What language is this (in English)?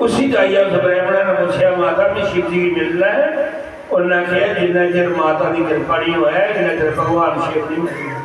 Dogri